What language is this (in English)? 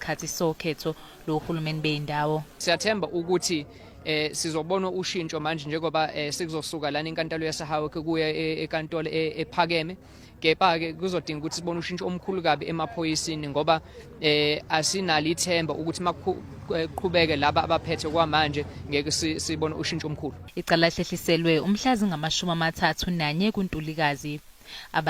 Zulu